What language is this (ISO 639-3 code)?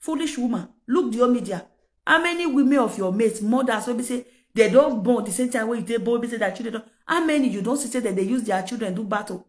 pcm